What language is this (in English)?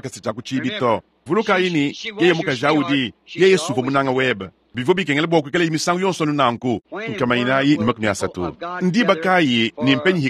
Luba-Lulua